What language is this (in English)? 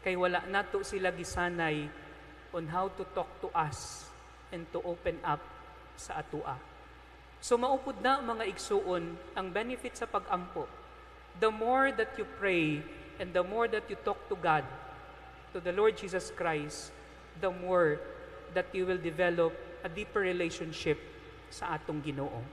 Cebuano